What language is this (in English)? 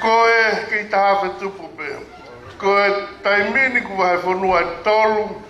Tongan